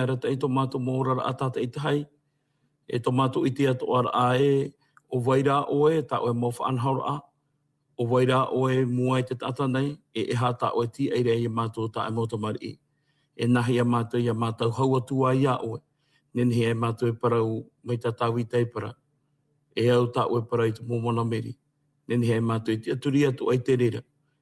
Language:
Tahitian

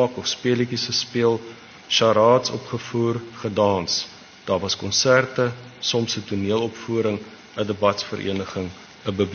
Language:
Afrikaans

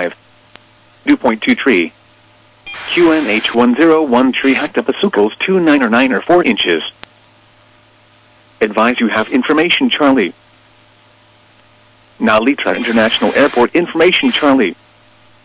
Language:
English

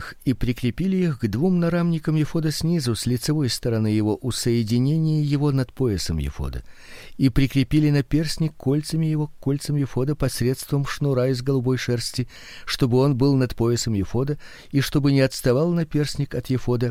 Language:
Russian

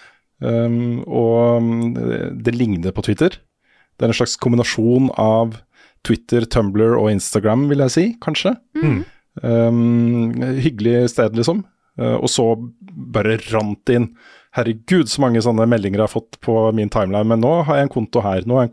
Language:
Norwegian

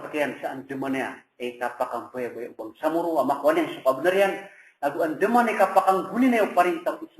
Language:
Maranao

